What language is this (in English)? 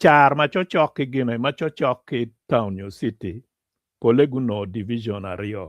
Acoli